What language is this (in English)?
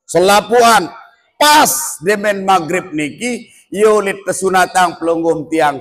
Sasak